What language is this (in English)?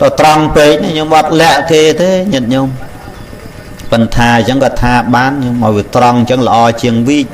Khmer